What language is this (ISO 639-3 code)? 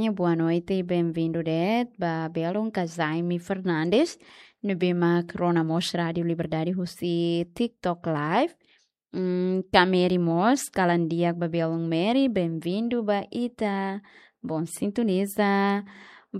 tet